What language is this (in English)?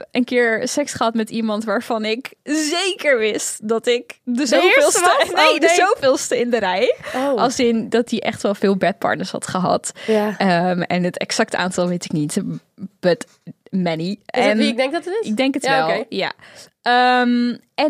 Dutch